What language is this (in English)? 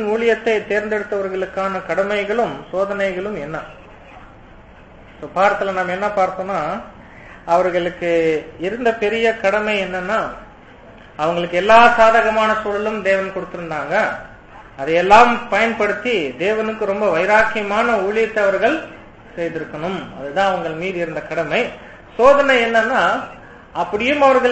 Tamil